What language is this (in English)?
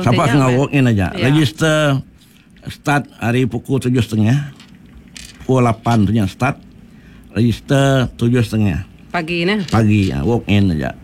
Iban